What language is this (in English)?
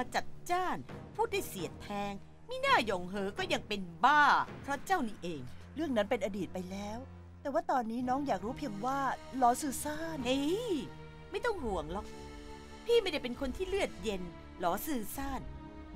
Thai